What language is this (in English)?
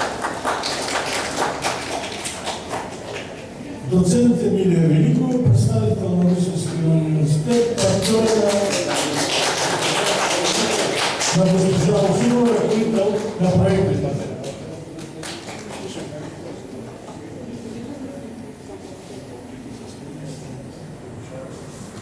Bulgarian